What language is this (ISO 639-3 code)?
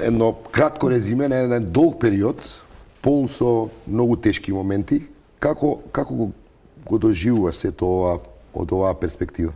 mkd